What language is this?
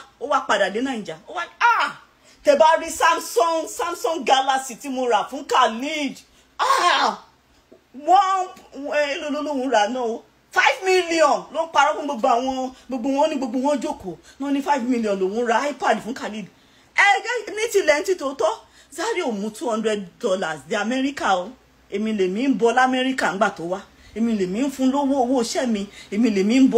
Yoruba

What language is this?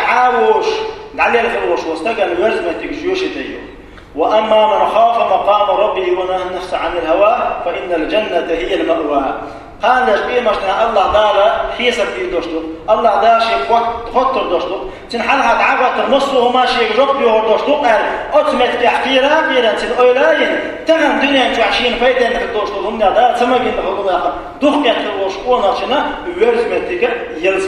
Chechen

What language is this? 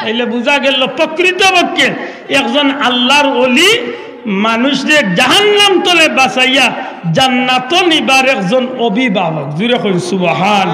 Sylheti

